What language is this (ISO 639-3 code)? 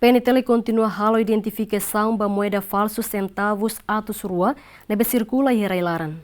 tet